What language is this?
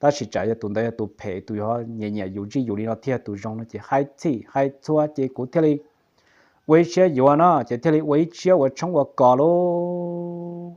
Hmong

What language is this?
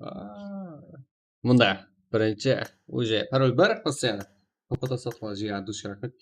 Kara-Kalpak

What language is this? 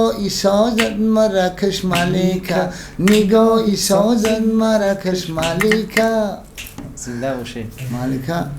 Tajik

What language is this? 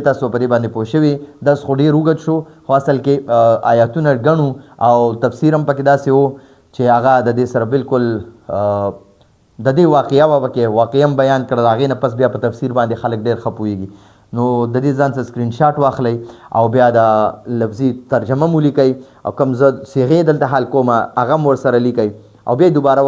Pashto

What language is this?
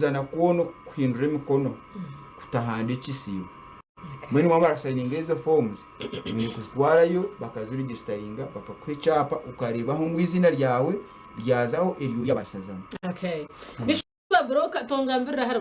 Nyankole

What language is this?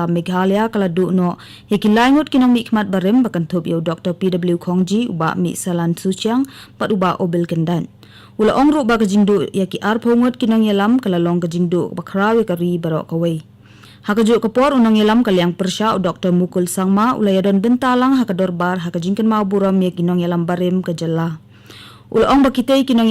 Khasi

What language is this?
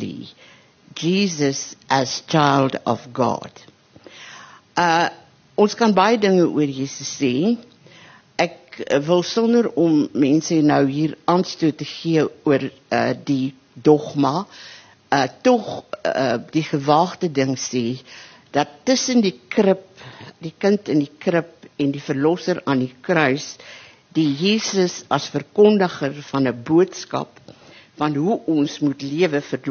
Afrikaans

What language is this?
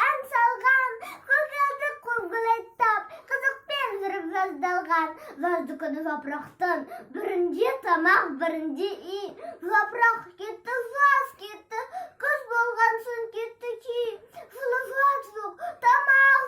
Kazakh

